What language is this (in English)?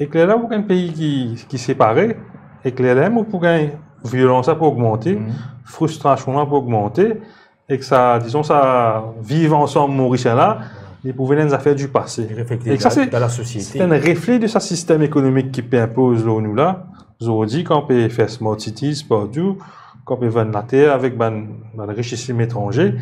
Morisyen